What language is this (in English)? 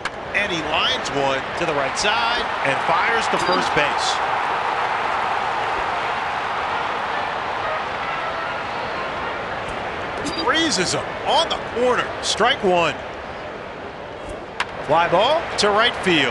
English